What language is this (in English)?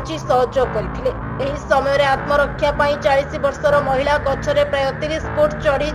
Odia